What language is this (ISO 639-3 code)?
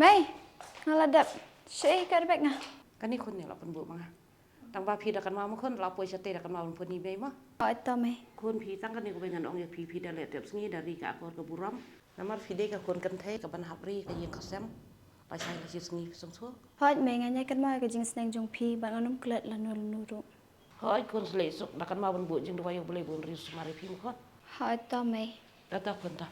kha